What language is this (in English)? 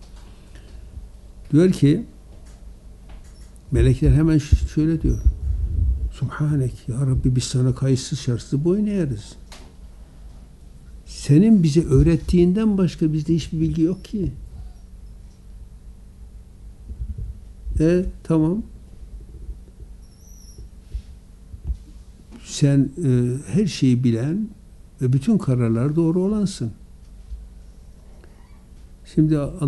Turkish